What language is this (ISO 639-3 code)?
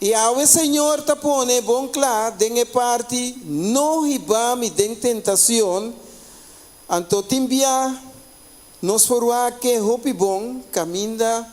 pap